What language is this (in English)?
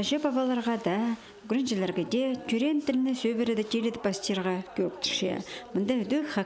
Khakas